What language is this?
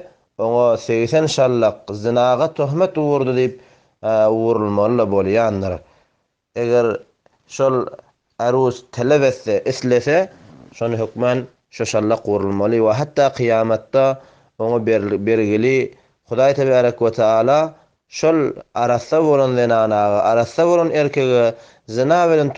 Turkmen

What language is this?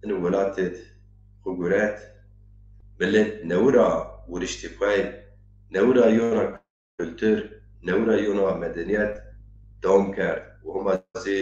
Zaza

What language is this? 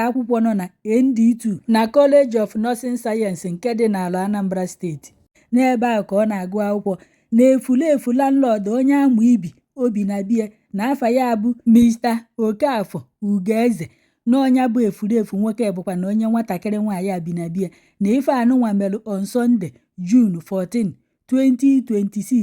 Igbo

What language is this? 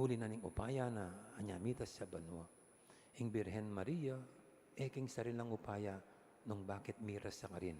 Pampanga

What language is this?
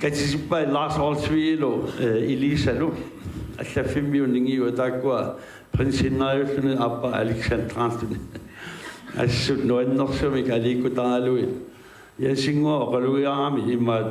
Kalaallisut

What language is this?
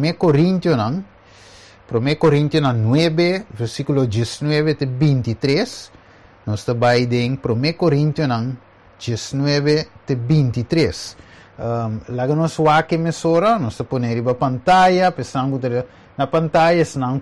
Papiamento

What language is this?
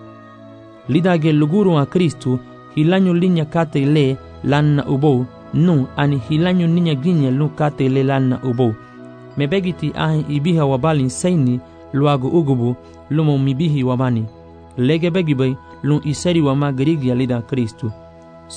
Garifuna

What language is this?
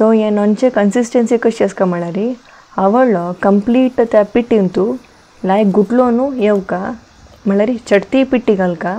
Konkani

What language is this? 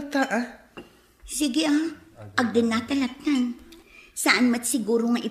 Iloko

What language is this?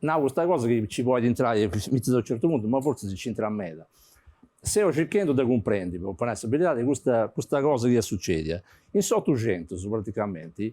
Sardinian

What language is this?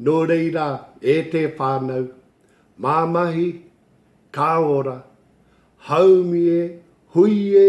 Māori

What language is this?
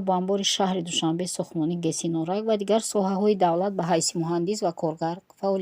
Tajik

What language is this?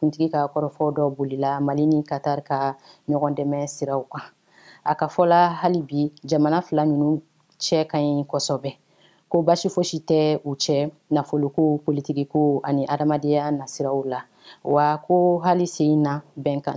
Bambara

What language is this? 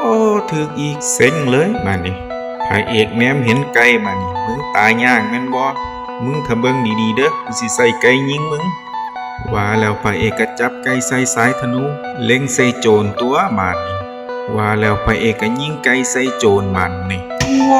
Northeastern Thai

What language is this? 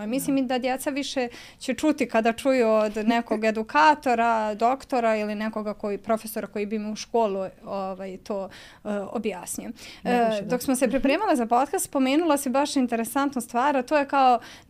Serbian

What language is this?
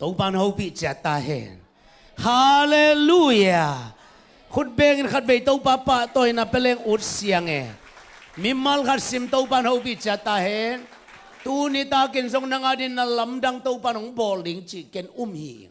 Tedim Chin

